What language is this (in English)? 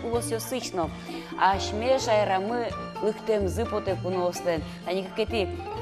Udmurt